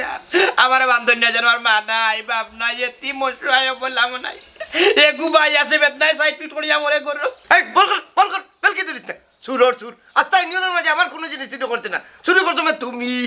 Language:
Sylheti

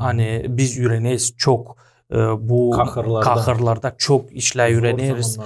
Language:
Gagauz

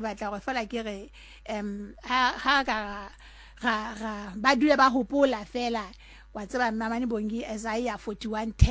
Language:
Southern Sotho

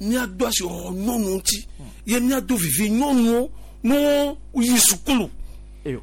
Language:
Gen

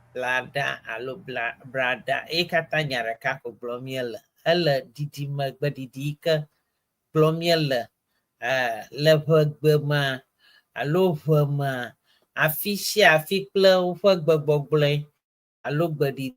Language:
Ewe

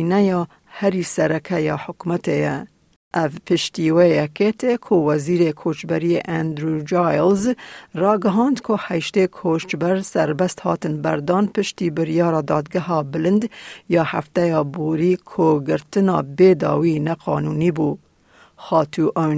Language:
Kurdish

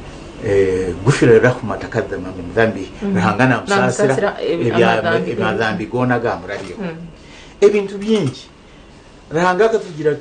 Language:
Nyankole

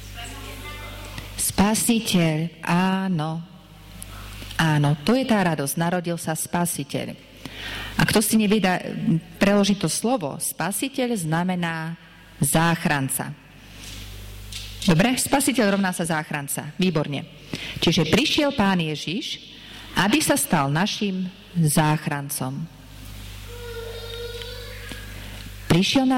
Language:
Slovak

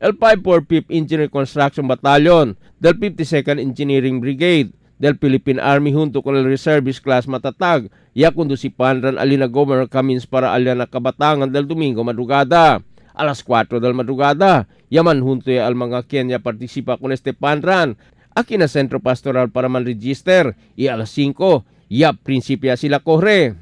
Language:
Chavacano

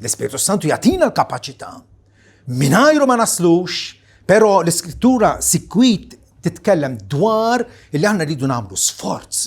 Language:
Maltese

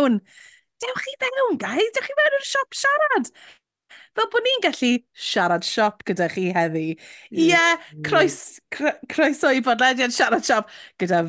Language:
Welsh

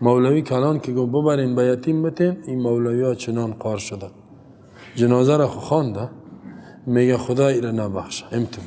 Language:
Persian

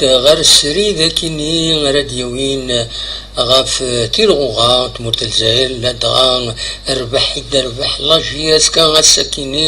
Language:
Kabyle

